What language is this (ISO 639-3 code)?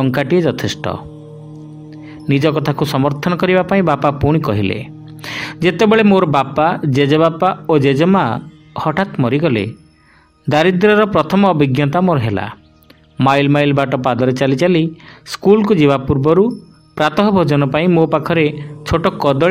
ori